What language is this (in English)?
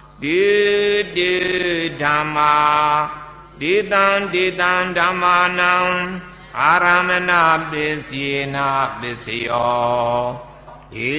Burmese